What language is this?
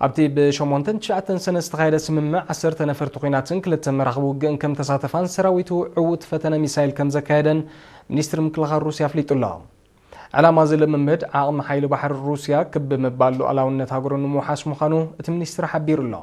Tigrinya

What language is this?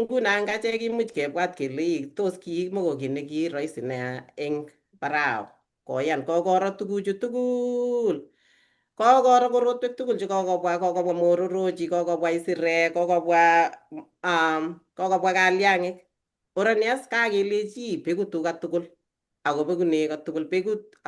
Kalenjin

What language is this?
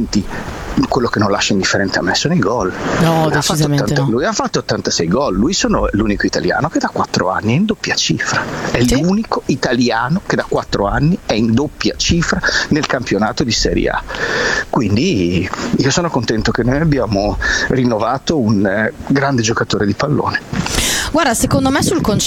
Italian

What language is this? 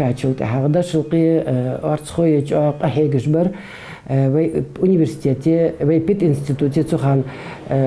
Ingush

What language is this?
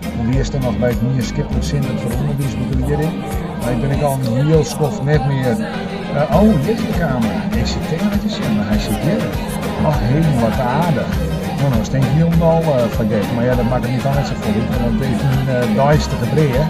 Western Frisian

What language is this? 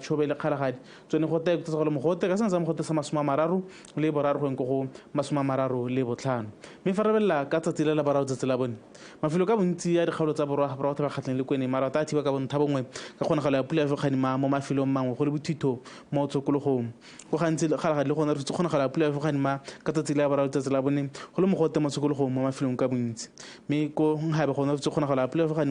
Tswana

